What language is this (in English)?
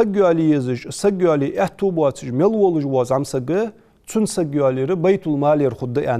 Ingush